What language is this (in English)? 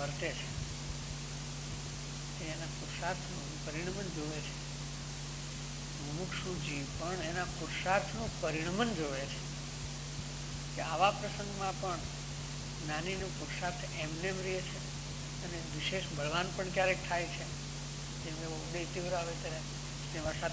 Gujarati